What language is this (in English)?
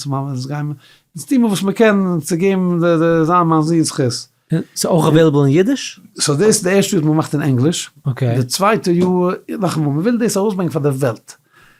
Yiddish